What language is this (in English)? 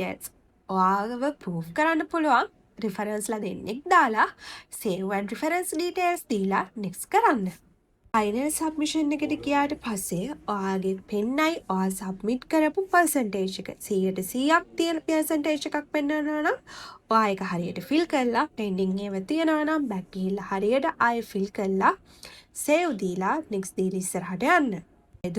Sinhala